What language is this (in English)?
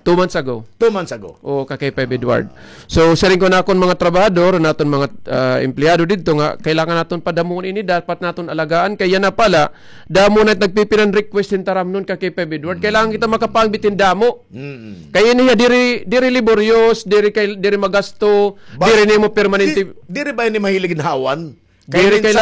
Waray